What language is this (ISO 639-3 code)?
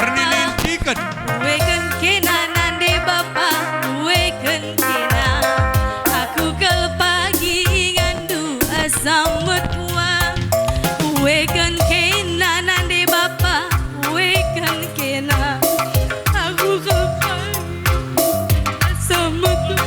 btx